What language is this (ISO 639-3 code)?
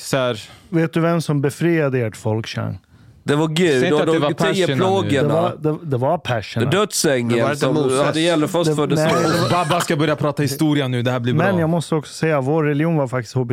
swe